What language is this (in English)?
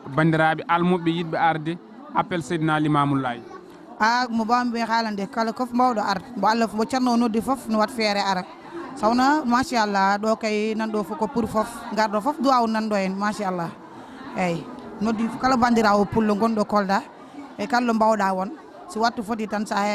Fula